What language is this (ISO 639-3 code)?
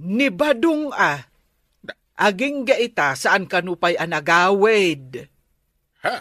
ilo